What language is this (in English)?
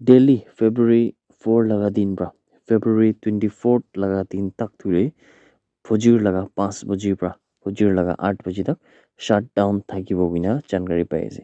Naga Pidgin